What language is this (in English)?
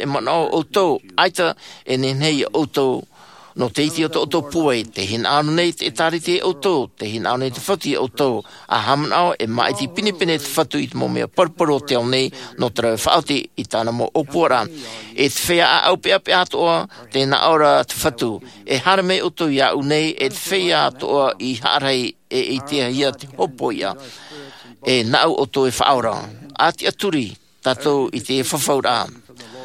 Tahitian